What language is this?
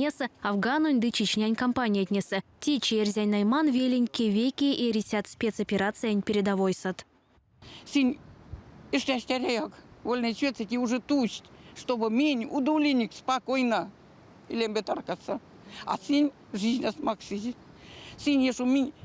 Erzya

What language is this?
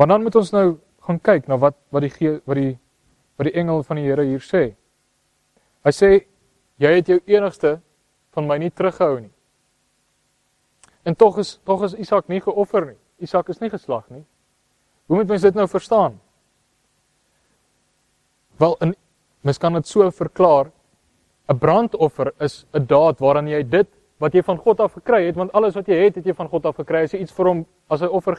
Afrikaans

